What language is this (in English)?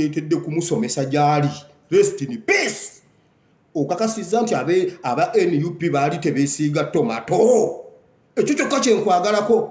Ganda